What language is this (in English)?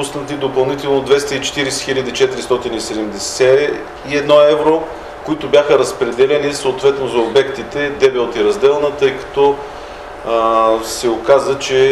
Bulgarian